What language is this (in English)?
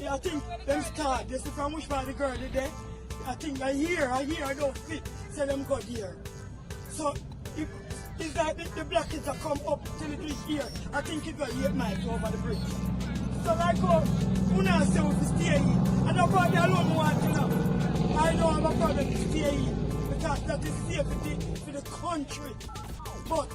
Jamaican Creole English